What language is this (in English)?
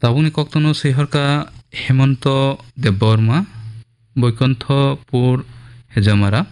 Kok Borok